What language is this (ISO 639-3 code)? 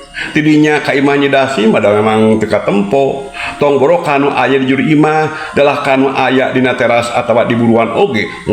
sun